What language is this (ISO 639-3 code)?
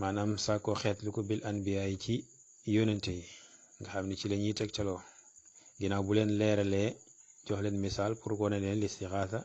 wol